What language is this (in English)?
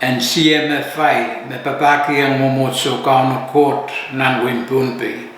Pohnpeian